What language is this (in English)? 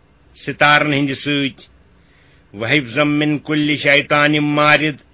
Kashmiri